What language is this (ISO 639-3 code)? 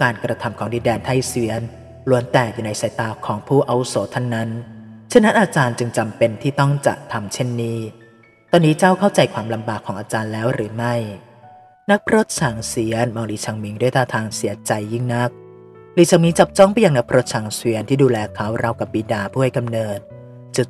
tha